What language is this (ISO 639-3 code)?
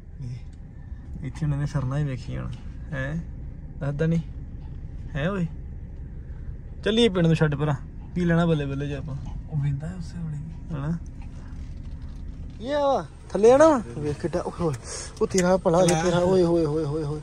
pan